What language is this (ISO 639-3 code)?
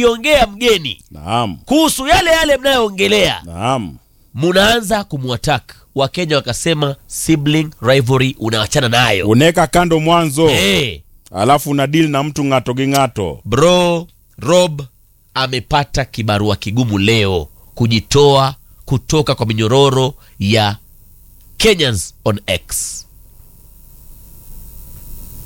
swa